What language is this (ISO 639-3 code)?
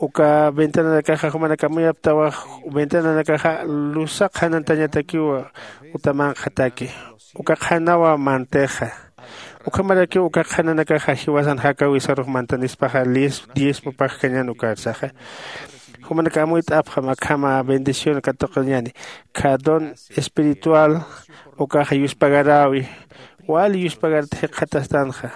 aym